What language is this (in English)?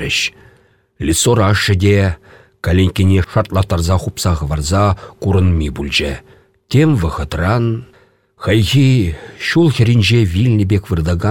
Chuvash